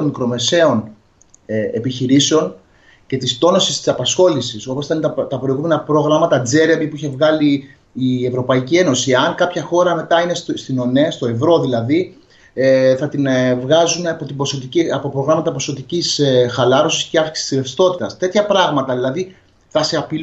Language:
Greek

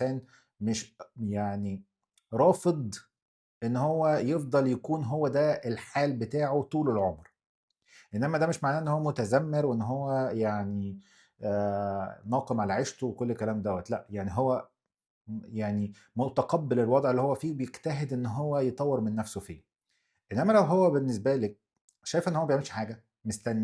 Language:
Egyptian Arabic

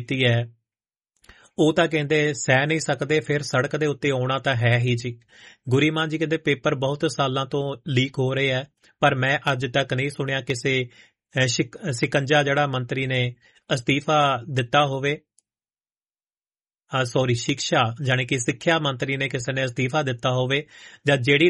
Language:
Punjabi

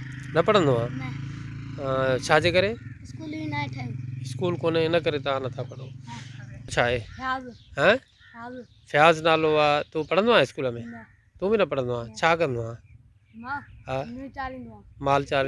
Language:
Sindhi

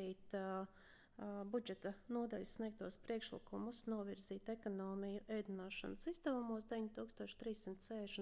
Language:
Latvian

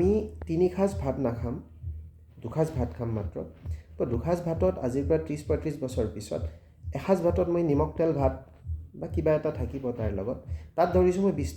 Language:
Assamese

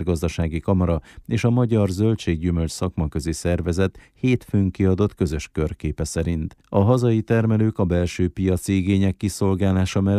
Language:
Hungarian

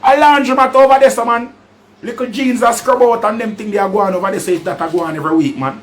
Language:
Jamaican Creole English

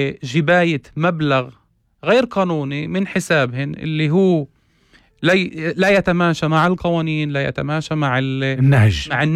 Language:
North Levantine Arabic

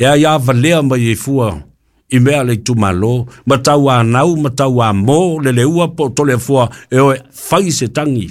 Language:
Samoan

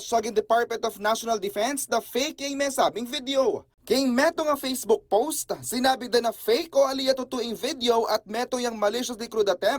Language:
Pampanga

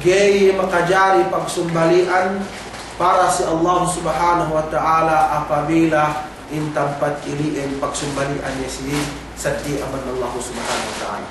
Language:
Yakan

